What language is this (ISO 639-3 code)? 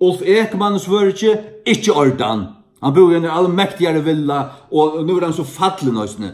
fao